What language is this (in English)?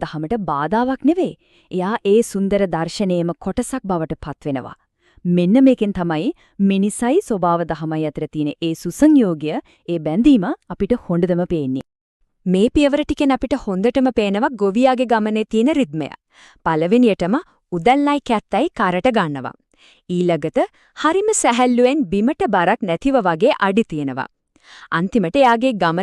Sinhala